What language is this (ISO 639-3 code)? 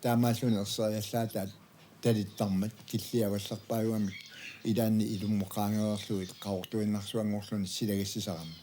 kal